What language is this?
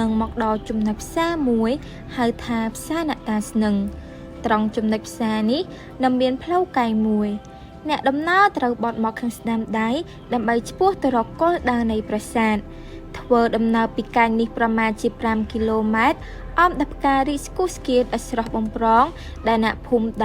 Khmer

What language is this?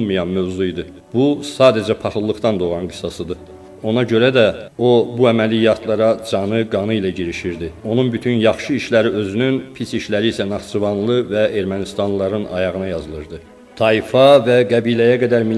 Azerbaijani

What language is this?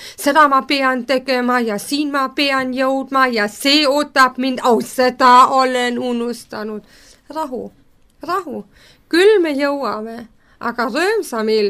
Estonian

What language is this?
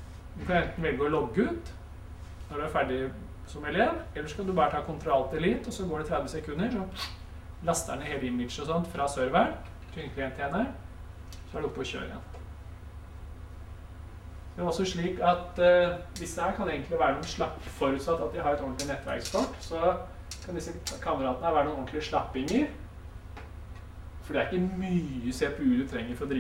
Norwegian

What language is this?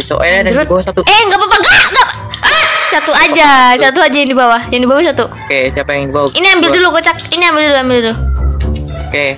Indonesian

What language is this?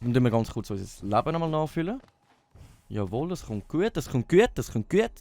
Swiss German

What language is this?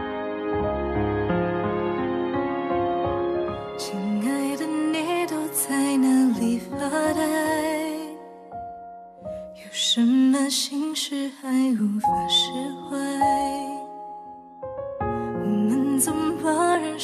Chinese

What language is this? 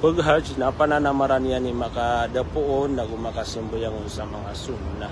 Maranao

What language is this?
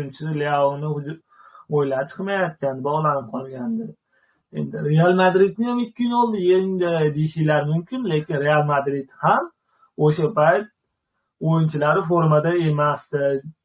Uzbek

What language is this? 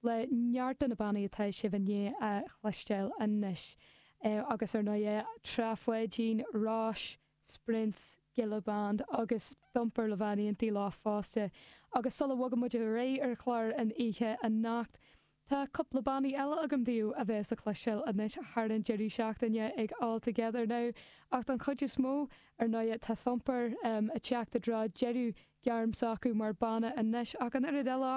Irish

